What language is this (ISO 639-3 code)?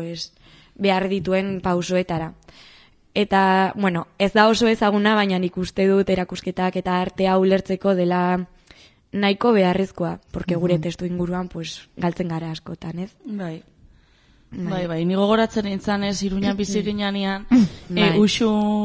eus